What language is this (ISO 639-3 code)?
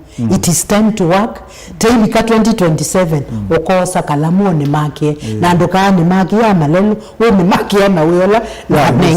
kam